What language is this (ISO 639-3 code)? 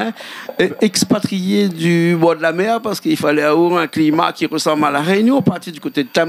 rcf